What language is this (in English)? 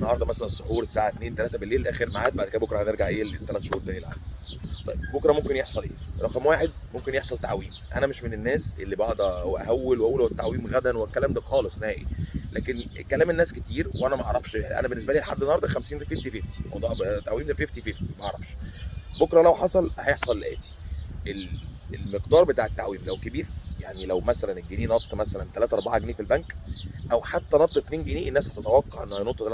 Egyptian Arabic